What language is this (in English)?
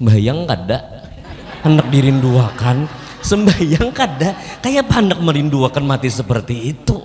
Banjar